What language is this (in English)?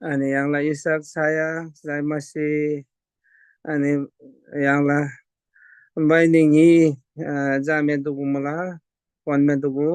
Eastern Tamang